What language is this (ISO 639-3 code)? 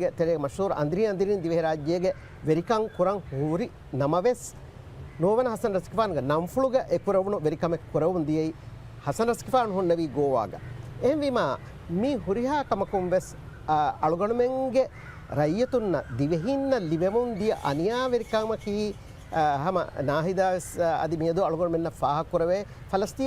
div